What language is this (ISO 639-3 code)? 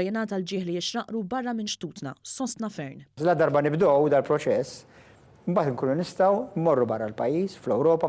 mlt